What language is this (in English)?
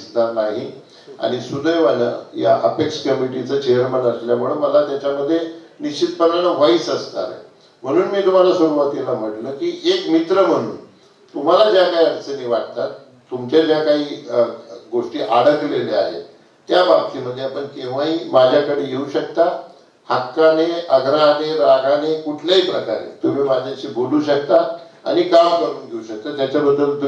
Marathi